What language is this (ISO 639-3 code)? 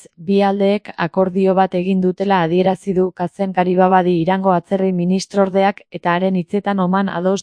eus